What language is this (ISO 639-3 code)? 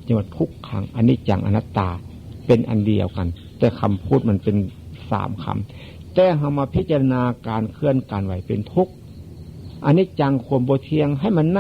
tts